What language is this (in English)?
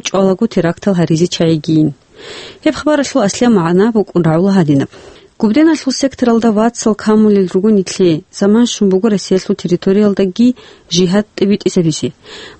Avaric